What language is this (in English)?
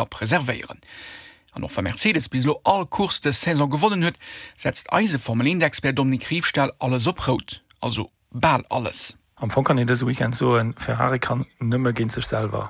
Luxembourgish